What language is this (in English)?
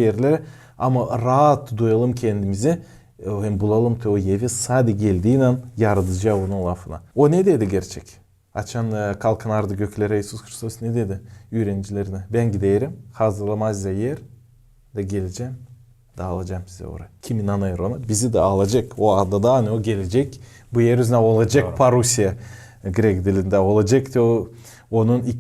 Gagauz